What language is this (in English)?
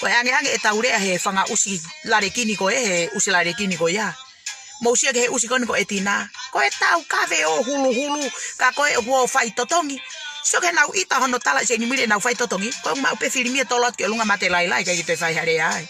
Tongan